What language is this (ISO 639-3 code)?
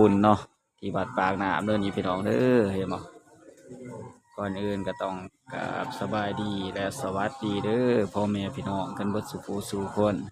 tts